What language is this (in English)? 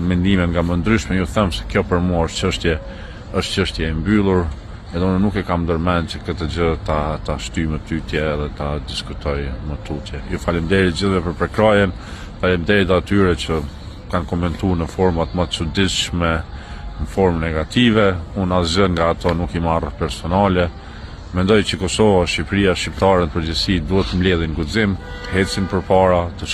Albanian